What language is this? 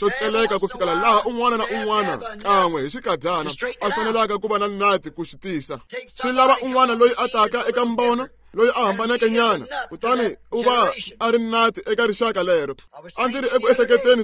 Tsonga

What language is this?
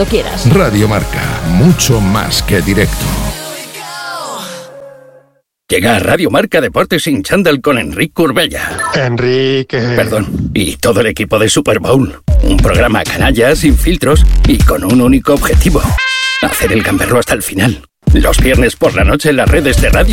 Spanish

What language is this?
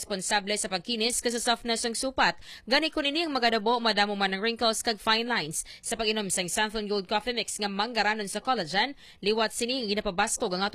Hiligaynon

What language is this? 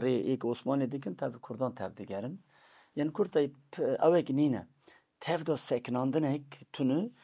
Kurdish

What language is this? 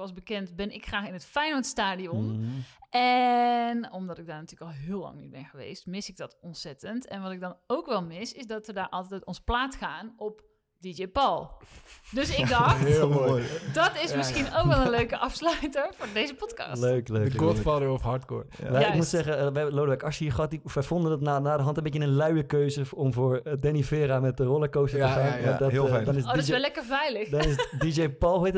Dutch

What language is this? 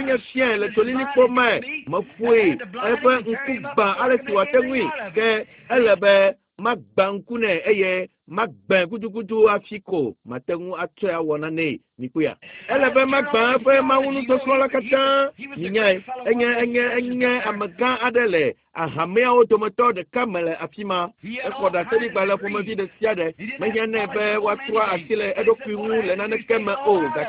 Ewe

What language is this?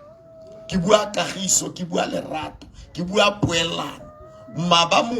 Tswana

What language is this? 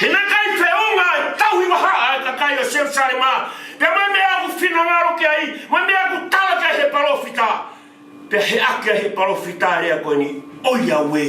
Tongan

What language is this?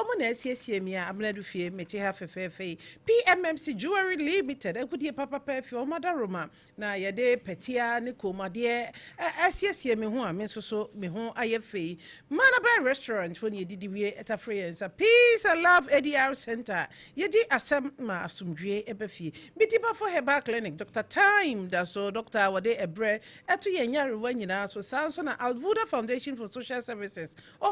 Akan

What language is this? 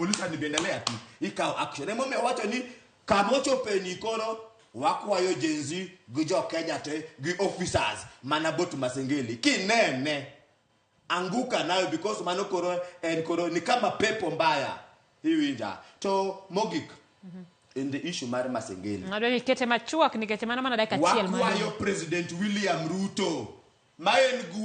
Luo (Kenya and Tanzania)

